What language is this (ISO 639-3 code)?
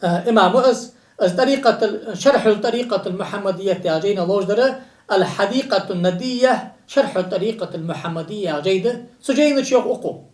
inh